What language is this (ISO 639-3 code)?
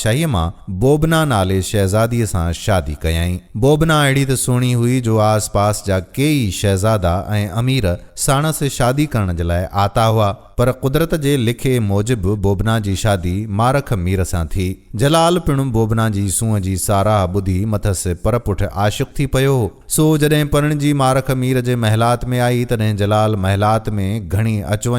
snd